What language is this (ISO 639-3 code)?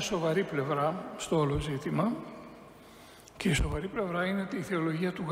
ell